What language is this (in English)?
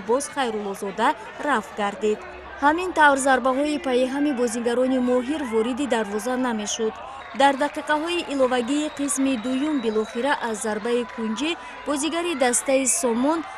Tajik